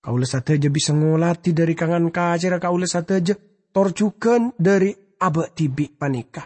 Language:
Madurese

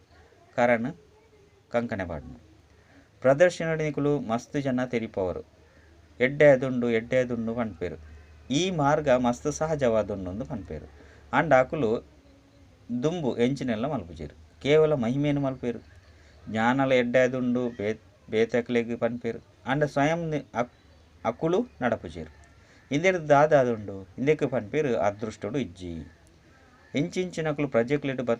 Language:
Tulu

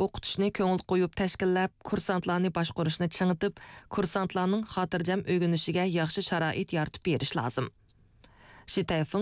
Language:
Uyghur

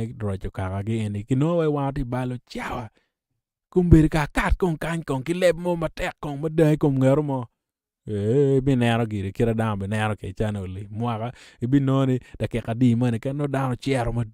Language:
Acoli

